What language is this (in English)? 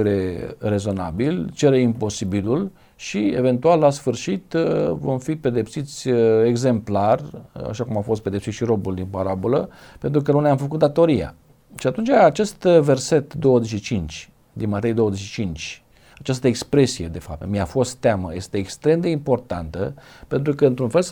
Romanian